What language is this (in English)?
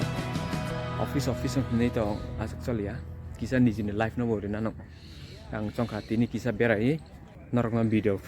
Kok Borok